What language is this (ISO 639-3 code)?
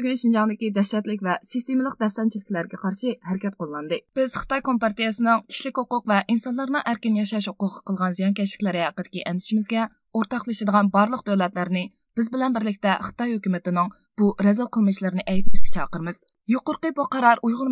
uig